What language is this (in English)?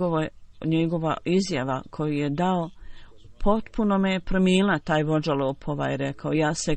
Bosnian